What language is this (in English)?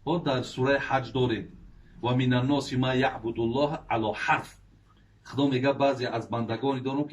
Tajik